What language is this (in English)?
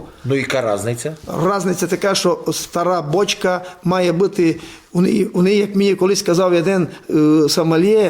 Rusyn